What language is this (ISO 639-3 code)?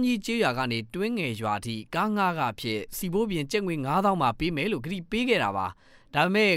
mya